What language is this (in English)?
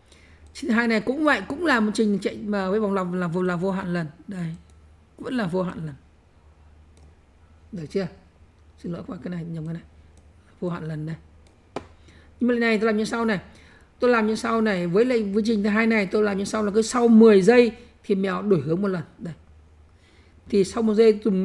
Vietnamese